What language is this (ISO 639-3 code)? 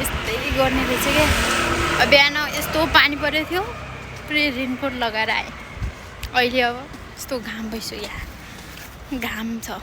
nep